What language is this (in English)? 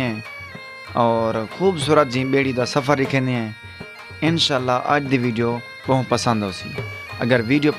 Saraiki